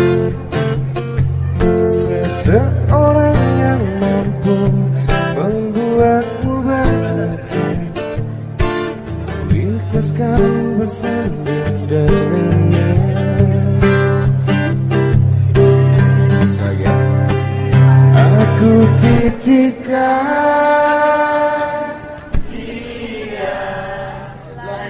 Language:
Indonesian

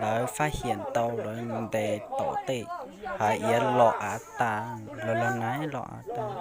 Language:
Hmong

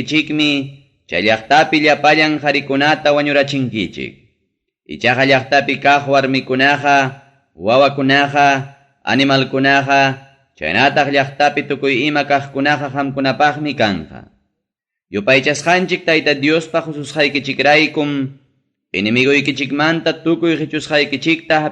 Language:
Ayacucho Quechua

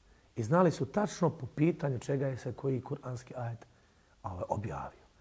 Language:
Bosnian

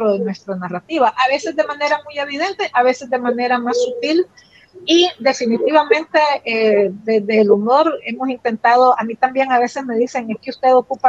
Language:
Spanish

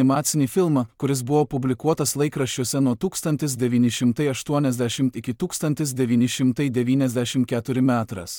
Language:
Lithuanian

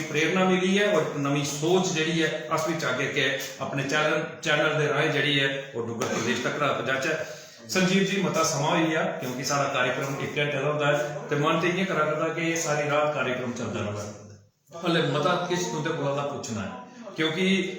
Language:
Dogri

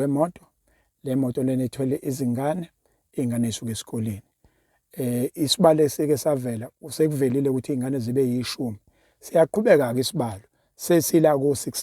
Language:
Zulu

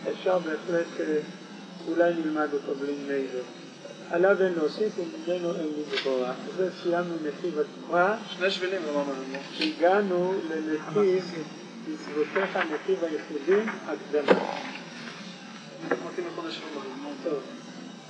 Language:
Hebrew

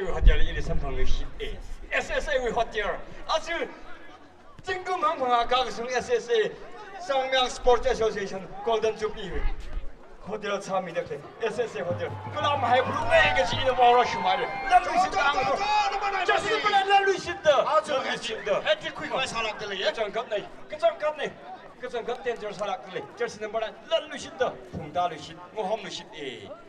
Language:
Tangkhul Naga (India)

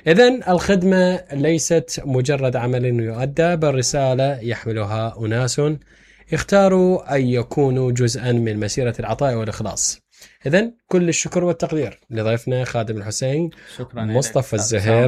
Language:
Mesopotamian Arabic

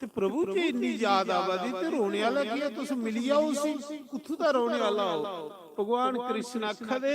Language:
Dogri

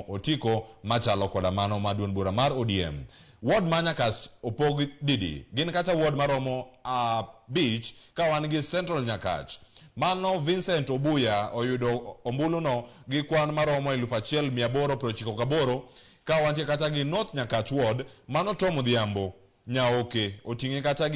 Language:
Luo (Kenya and Tanzania)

